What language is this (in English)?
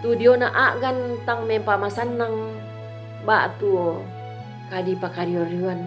Toraja-Sa'dan